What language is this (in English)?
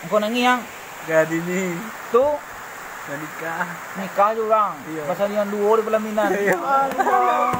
Minangkabau